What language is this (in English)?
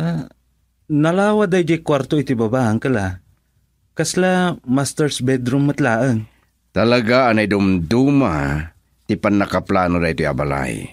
Iloko